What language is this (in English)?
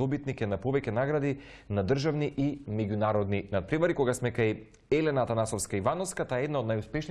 Macedonian